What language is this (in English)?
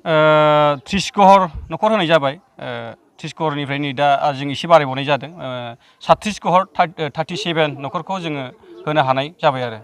Bodo